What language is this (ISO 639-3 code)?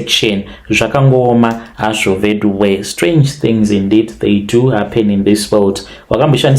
sna